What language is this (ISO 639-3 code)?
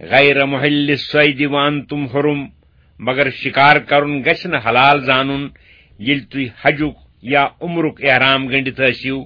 kas